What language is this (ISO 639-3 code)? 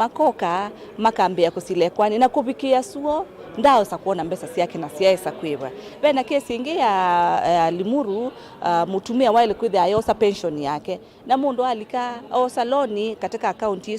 kam